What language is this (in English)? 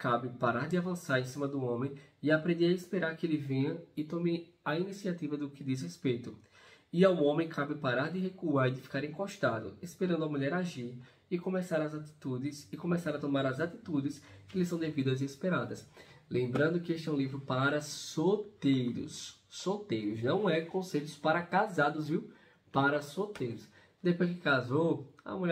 Portuguese